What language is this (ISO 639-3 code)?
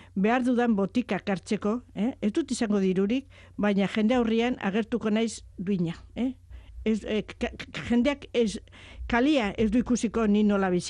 eus